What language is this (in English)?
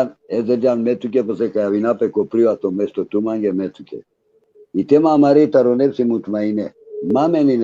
Balkan Romani